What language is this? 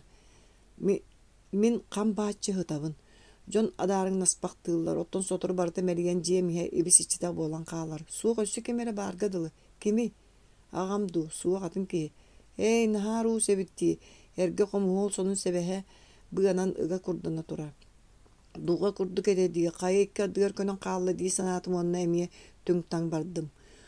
Yakut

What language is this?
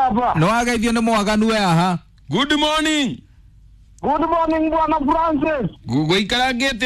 Kikuyu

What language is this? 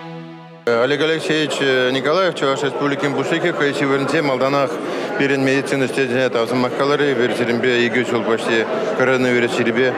Chuvash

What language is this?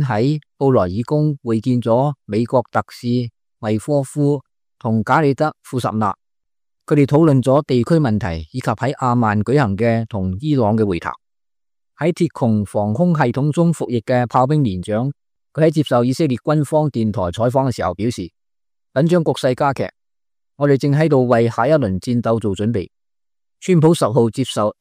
Cantonese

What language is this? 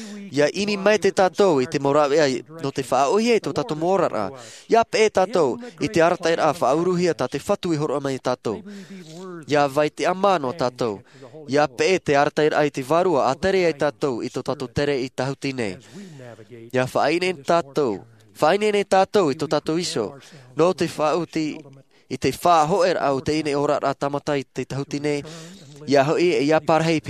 Tahitian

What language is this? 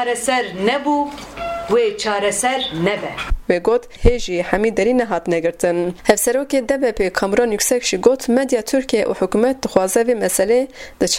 Kurdish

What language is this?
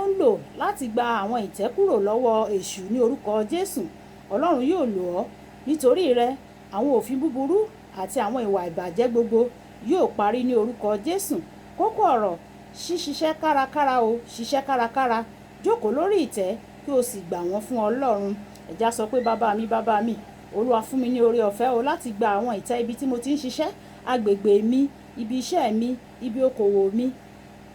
Yoruba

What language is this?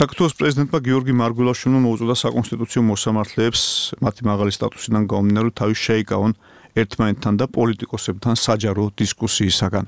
Georgian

